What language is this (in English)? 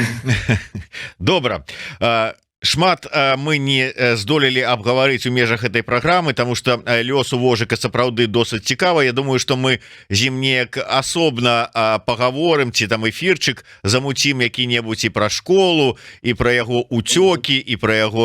Belarusian